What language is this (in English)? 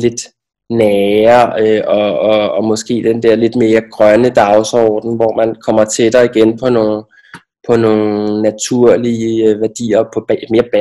Danish